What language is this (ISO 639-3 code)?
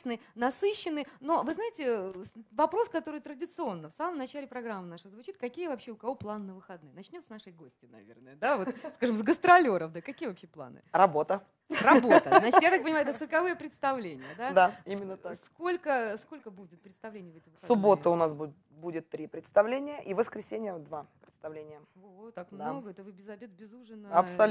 rus